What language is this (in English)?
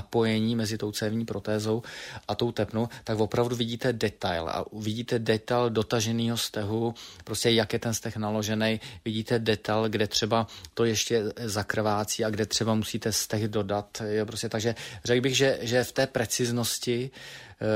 Czech